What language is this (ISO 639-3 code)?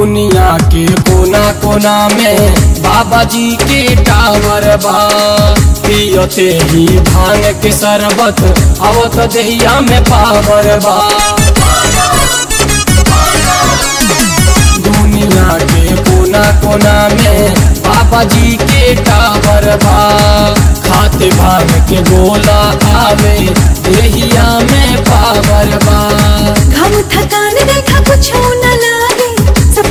bho